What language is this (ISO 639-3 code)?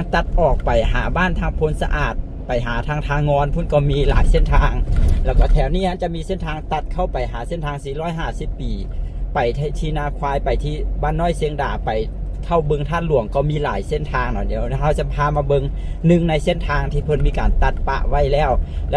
lao